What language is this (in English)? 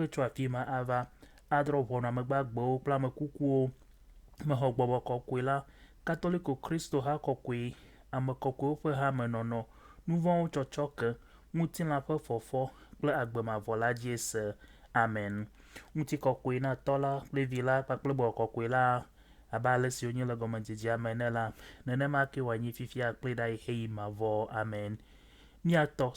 Ewe